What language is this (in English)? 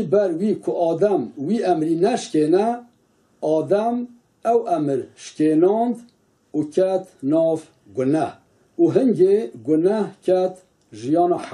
Kurdish